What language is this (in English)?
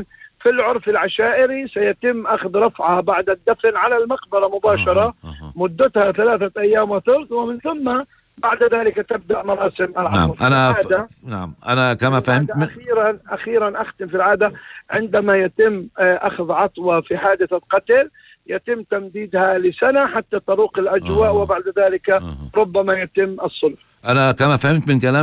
North Levantine Arabic